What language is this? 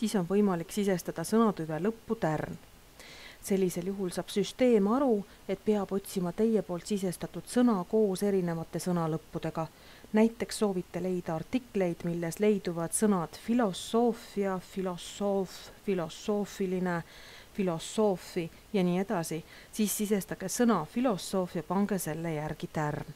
Estonian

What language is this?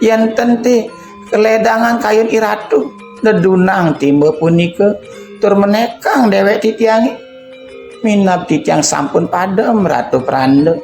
Balinese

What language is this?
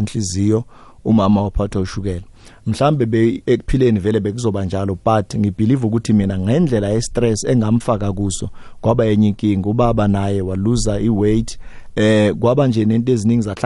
South Ndebele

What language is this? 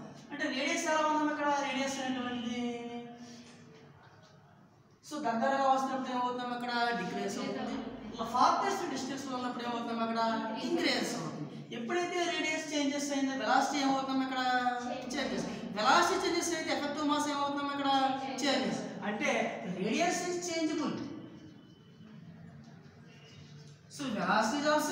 Telugu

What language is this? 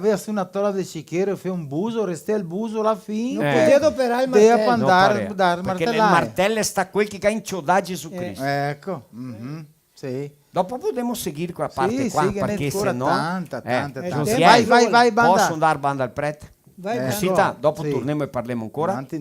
Venetian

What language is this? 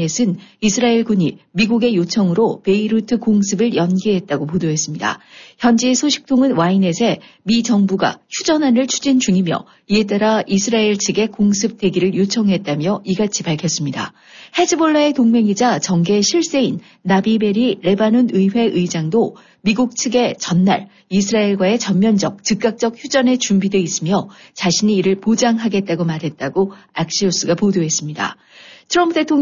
Korean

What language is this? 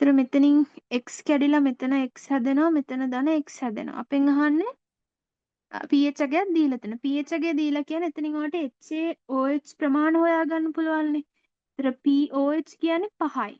Sinhala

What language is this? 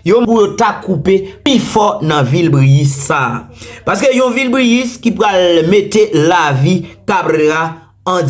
Haitian Creole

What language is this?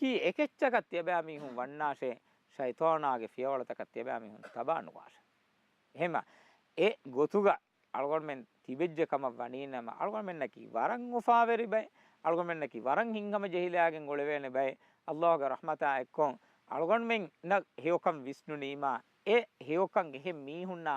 Divehi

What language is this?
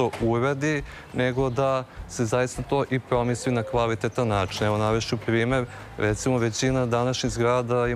Serbian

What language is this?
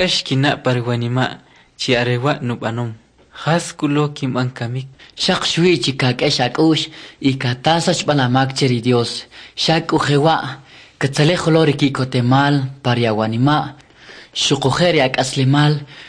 Kʼicheʼ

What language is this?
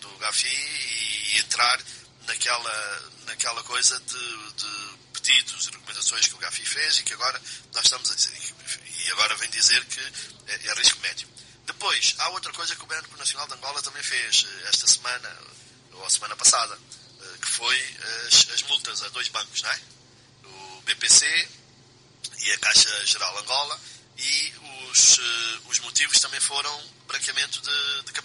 Portuguese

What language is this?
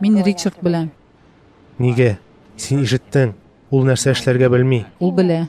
Tatar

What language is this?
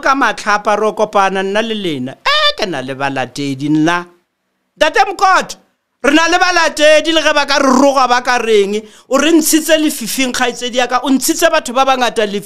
Southern Sotho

